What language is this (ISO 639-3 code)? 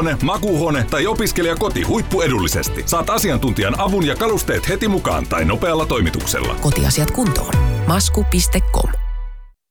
fin